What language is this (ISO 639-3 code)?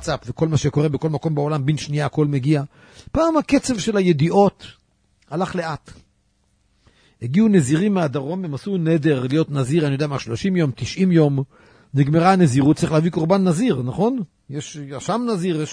heb